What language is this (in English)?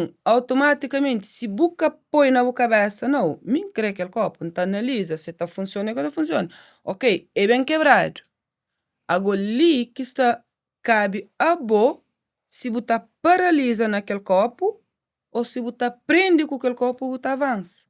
Kabuverdianu